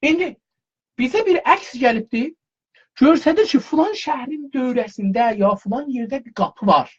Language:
South Azerbaijani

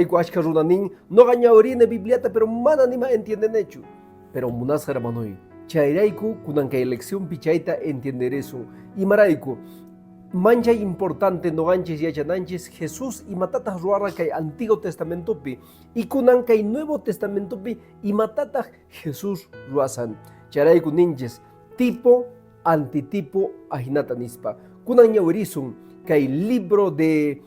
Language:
Quechua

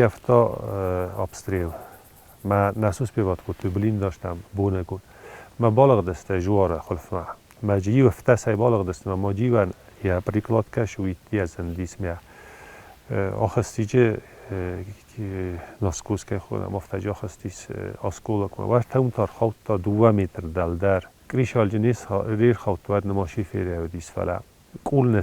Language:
Ossetic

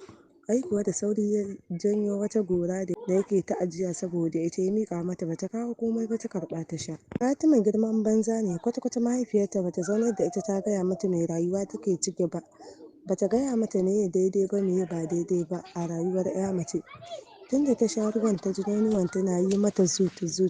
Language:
Hausa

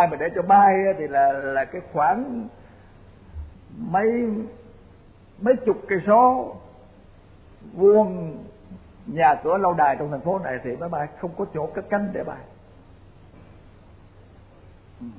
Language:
Vietnamese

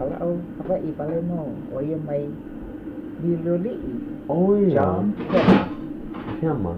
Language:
Hawaiian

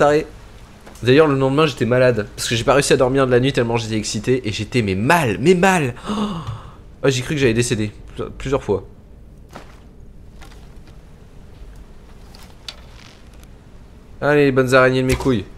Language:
French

